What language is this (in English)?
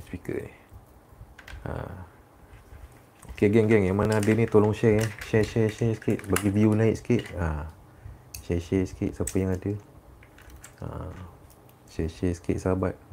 Malay